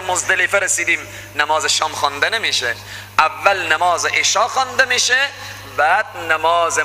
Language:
Persian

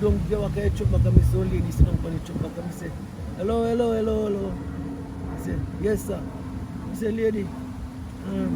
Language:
Jamaican Creole English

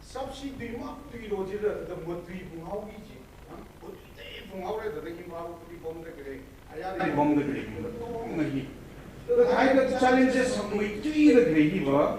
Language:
Tangkhul Naga (India)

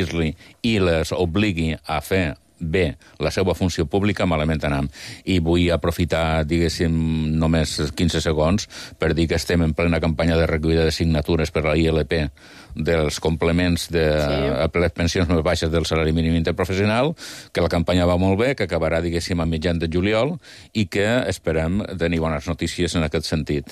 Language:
Catalan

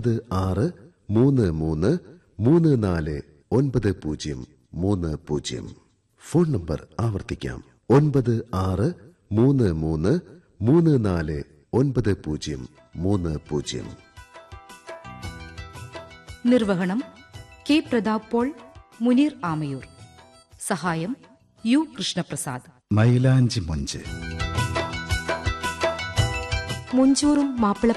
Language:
Malayalam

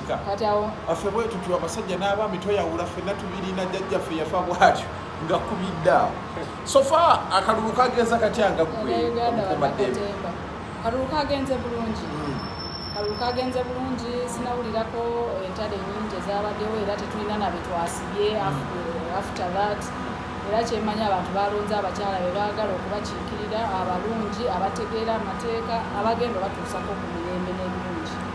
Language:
Ganda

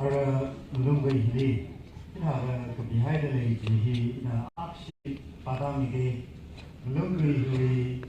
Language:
Tangkhul Naga (India)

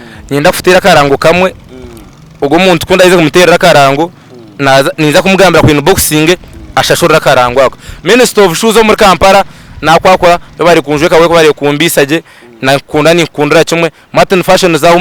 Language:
Nyankole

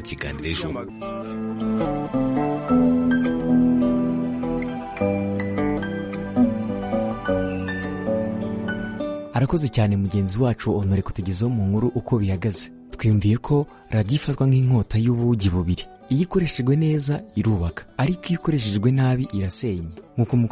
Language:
Kinyarwanda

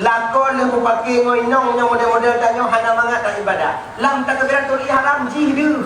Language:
Achinese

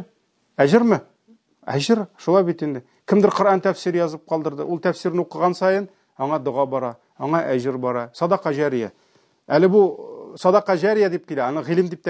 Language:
Tatar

